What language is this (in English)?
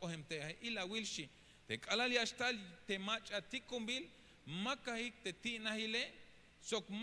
Tzeltal